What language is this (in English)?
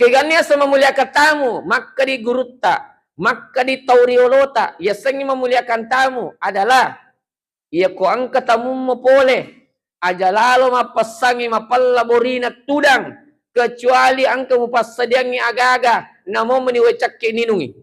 Buginese